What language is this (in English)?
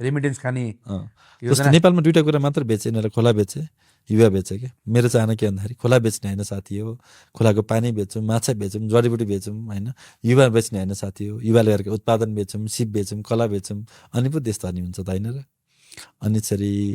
Nepali